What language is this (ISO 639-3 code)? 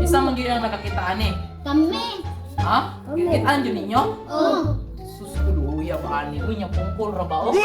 ceb